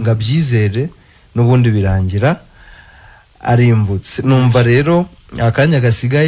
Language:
Kinyarwanda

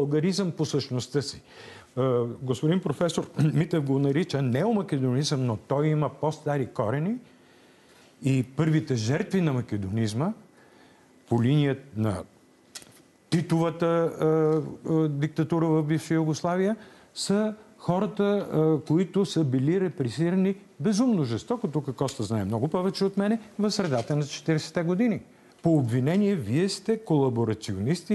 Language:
Bulgarian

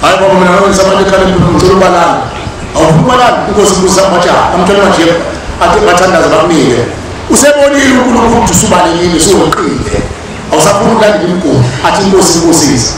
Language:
Zulu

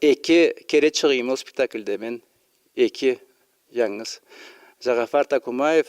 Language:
Karachay-Balkar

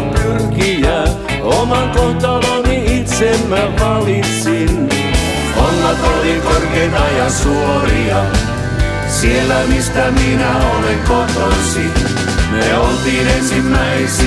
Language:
Finnish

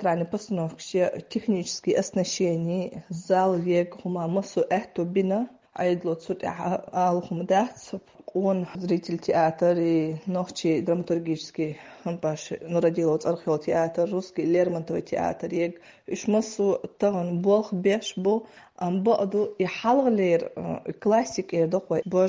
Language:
Chechen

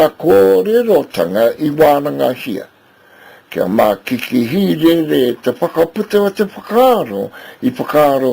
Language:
Māori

